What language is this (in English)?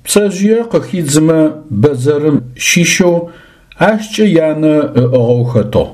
Adyghe